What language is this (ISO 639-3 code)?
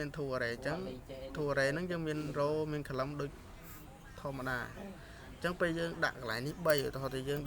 khm